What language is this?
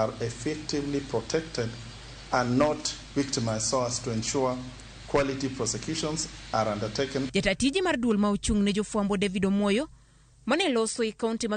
Luo (Kenya and Tanzania)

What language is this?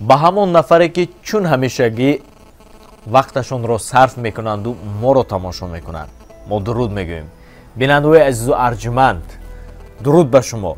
Tajik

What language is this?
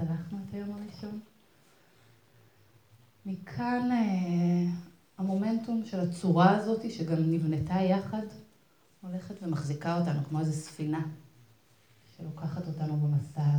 Hebrew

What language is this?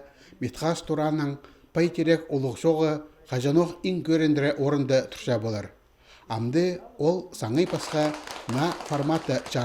Khakas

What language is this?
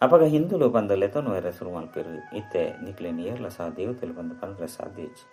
Tulu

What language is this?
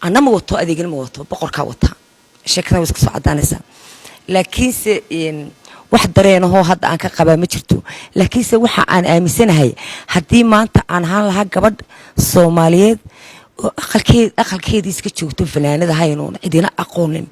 Somali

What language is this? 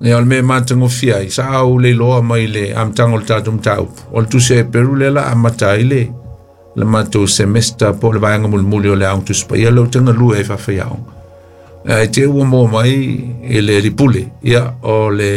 Samoan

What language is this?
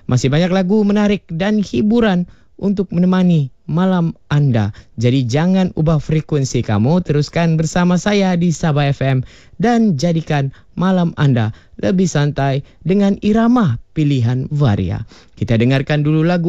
Malay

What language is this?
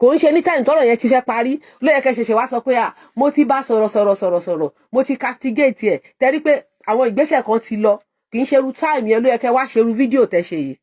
Yoruba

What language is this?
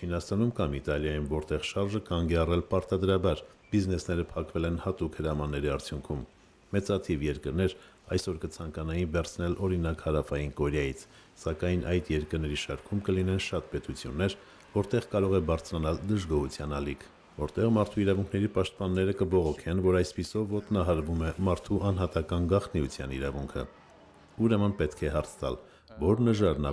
Armenian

